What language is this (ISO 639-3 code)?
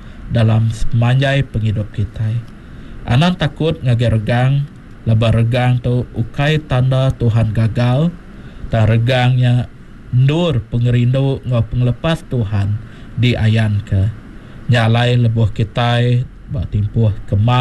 iba